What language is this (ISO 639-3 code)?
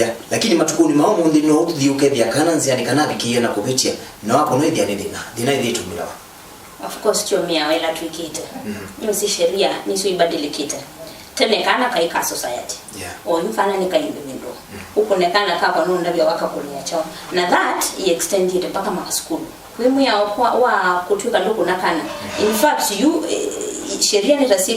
kam